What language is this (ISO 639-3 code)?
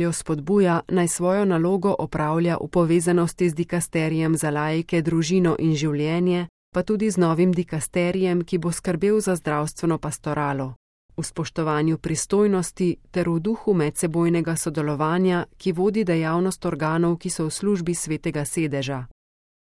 slv